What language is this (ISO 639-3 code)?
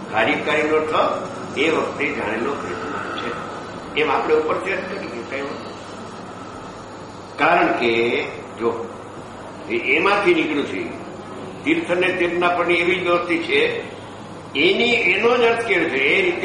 guj